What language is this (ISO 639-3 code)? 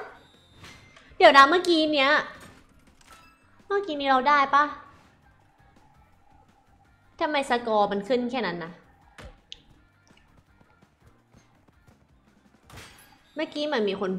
tha